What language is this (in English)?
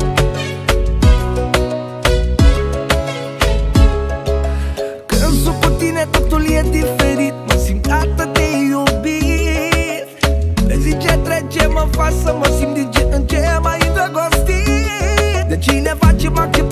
Romanian